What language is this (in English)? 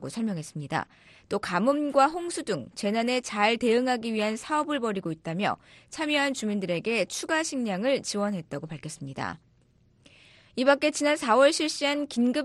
Korean